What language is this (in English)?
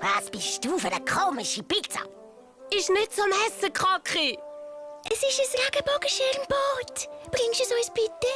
Swiss German